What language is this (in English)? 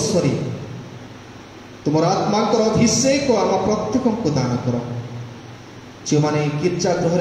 Odia